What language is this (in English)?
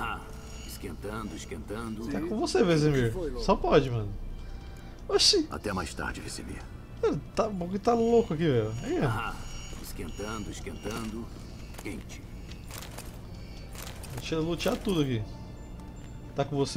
Portuguese